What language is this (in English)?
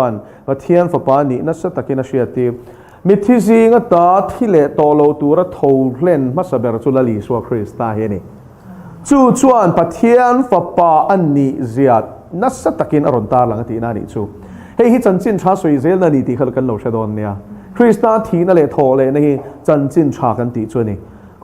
Mizo